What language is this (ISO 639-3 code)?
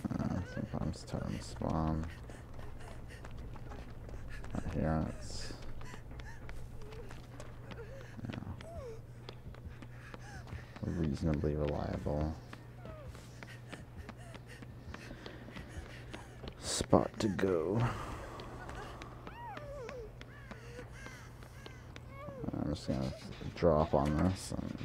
eng